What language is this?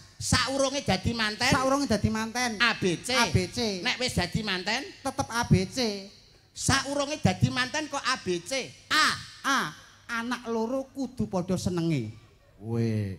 Javanese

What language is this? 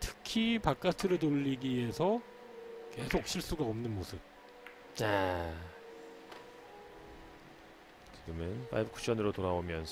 Korean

